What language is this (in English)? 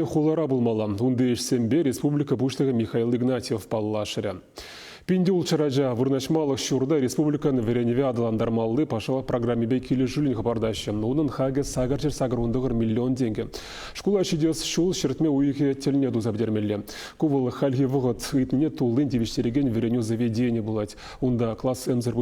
Chuvash